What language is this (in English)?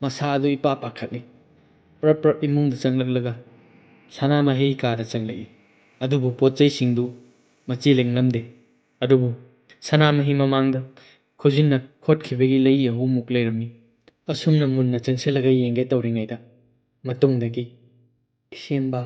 Manipuri